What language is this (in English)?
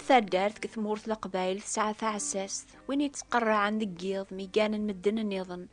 Kabyle